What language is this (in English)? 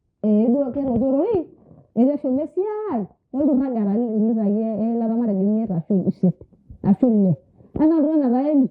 Masai